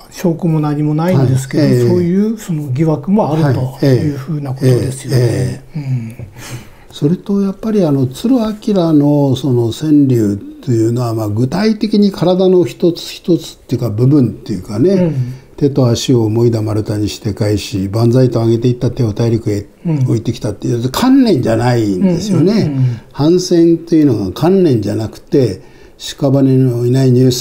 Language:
Japanese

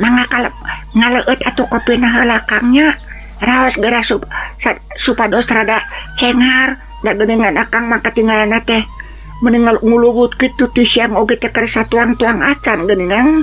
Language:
Sundanese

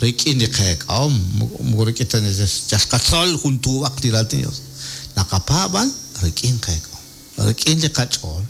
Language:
Kekchí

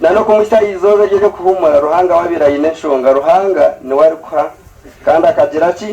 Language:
Nyankole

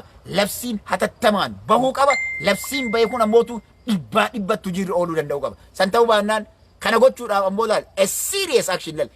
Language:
Oromo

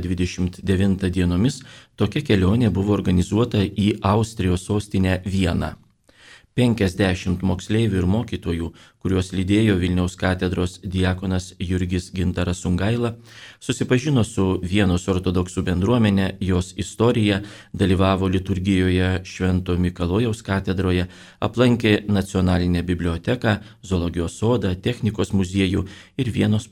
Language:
Lithuanian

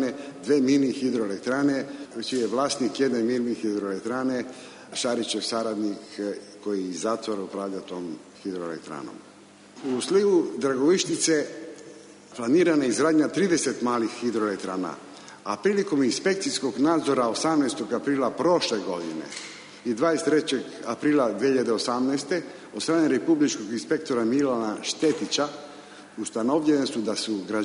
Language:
Serbian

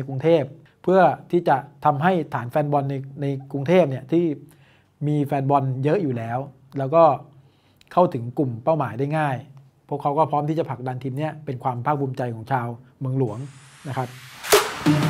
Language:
Thai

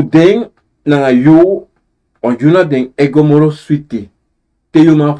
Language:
Sranan Tongo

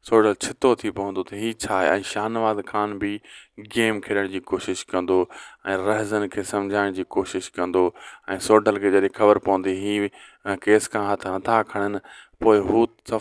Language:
Sindhi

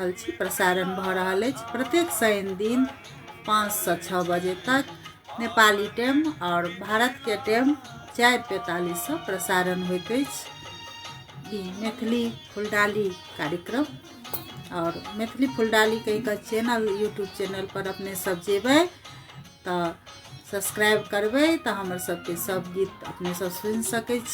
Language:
Maithili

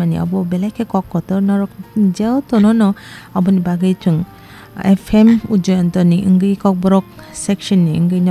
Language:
Kok Borok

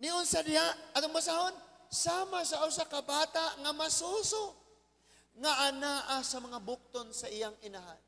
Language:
Cebuano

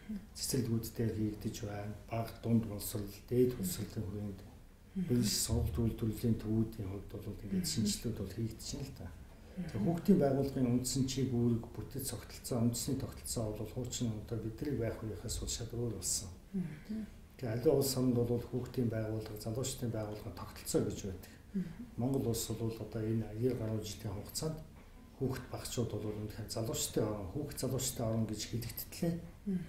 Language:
Mongolian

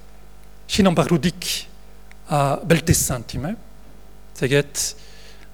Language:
Breton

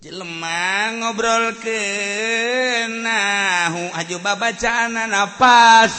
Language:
Sundanese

